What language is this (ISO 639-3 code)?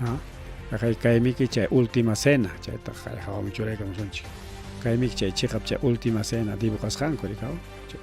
quy